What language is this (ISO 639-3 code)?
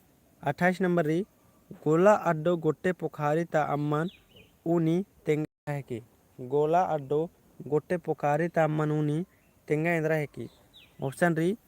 kru